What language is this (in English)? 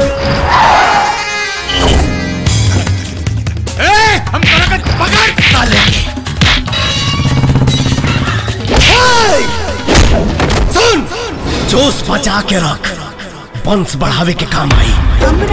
Bhojpuri